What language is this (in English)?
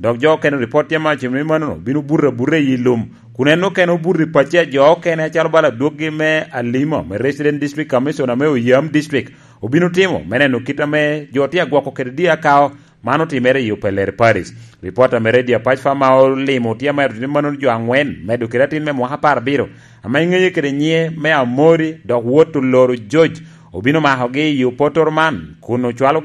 Lango (Uganda)